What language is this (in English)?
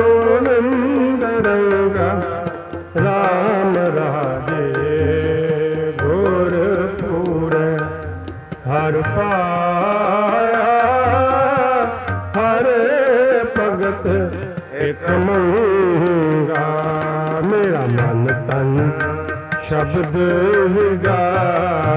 Punjabi